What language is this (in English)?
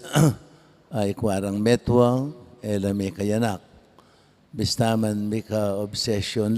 Pampanga